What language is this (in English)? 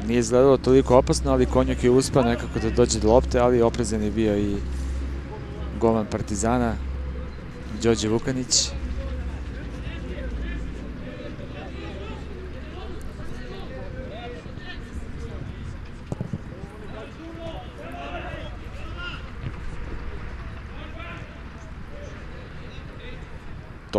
Serbian